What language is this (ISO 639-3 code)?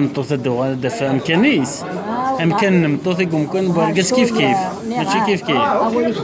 kab